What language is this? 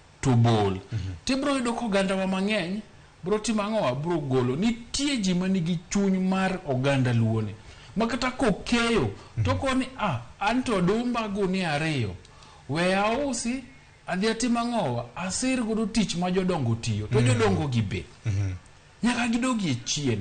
Luo (Kenya and Tanzania)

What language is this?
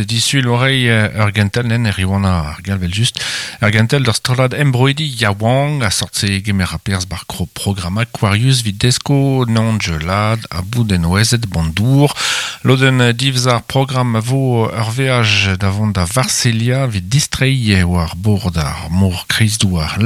Breton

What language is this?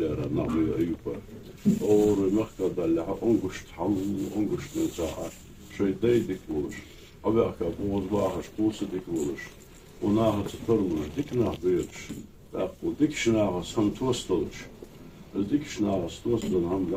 Ingush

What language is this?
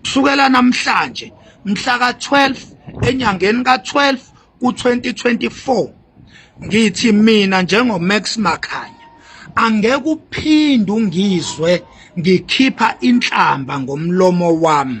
Zulu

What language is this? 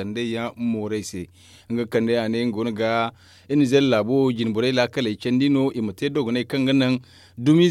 Zarma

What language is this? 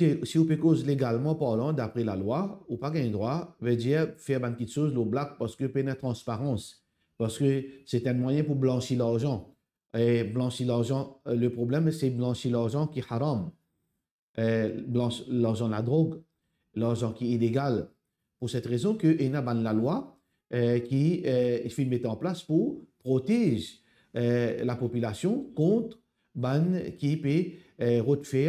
Morisyen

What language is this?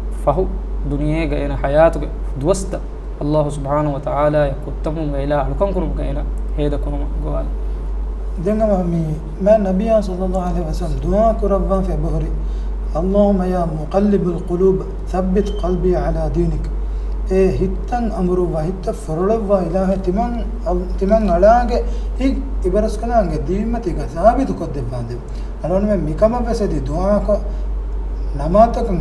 Divehi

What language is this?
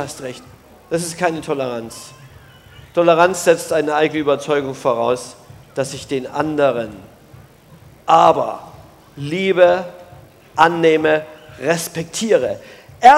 German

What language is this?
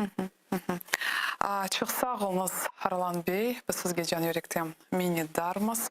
Crimean Tatar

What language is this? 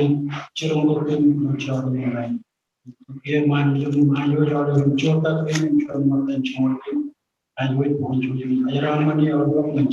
Marshallese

